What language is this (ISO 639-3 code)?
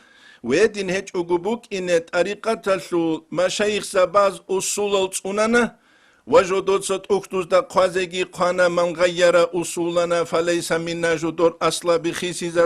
ava